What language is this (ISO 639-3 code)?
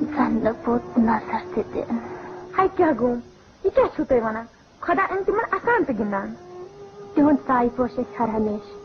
kas